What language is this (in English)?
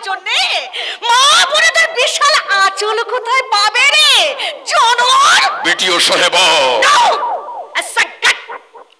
Bangla